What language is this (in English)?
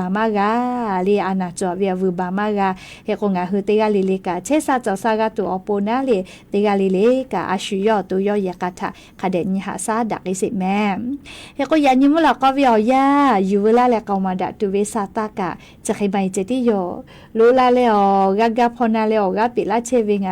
Lahu